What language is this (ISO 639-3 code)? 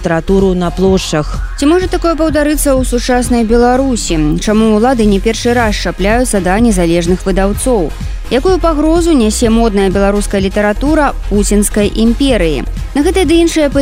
bel